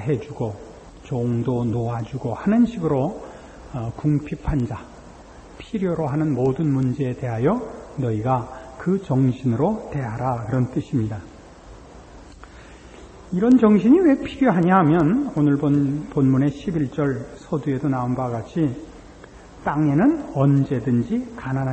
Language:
Korean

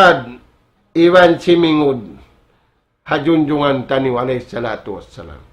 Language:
Tausug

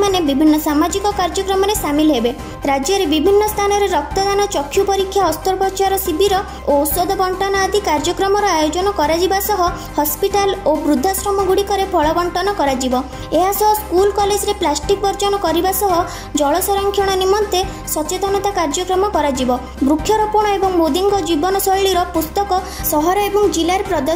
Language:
Odia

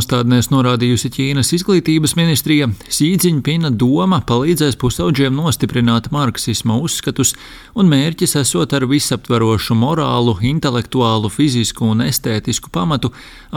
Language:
Latvian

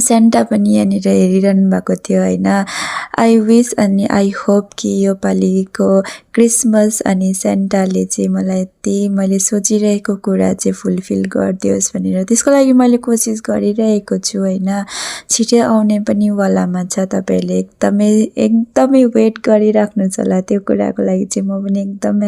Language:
Nepali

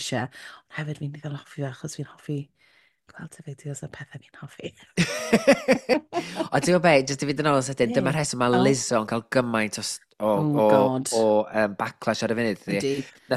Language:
Welsh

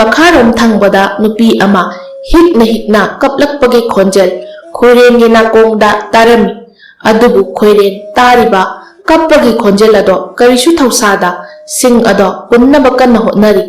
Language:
Manipuri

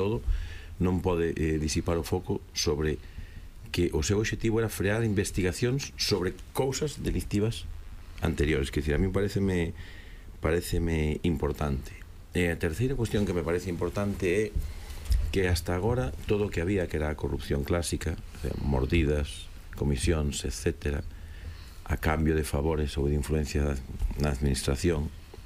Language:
Galician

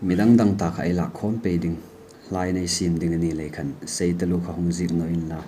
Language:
Hmar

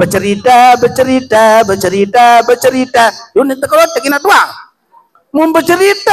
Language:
Sasak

